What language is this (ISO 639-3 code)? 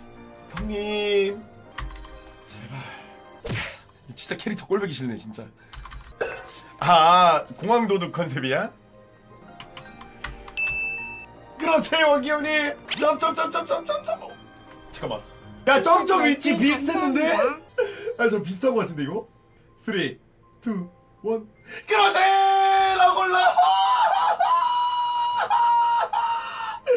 kor